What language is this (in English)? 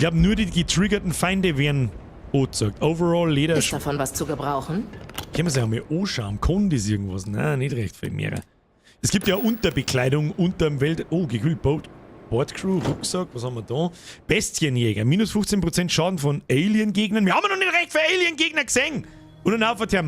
Bavarian